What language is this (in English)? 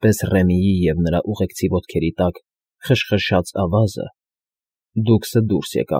Armenian